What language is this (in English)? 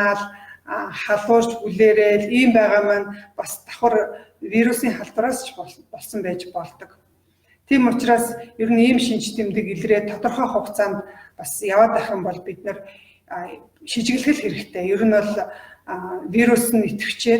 Mongolian